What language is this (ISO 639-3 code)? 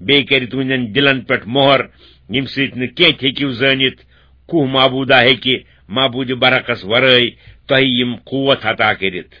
kas